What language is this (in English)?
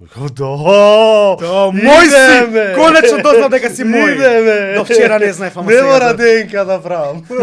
Macedonian